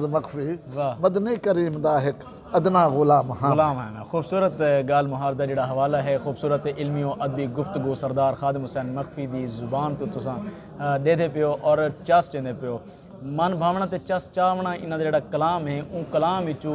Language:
Saraiki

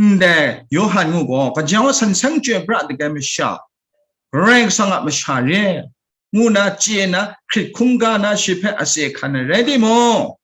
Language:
Kachin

